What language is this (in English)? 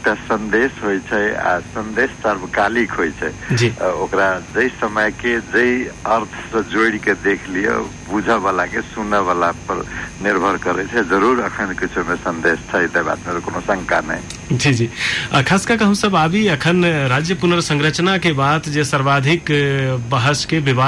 Maithili